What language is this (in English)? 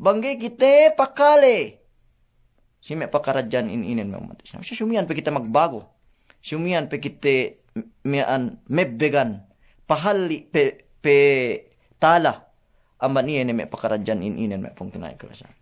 Yakan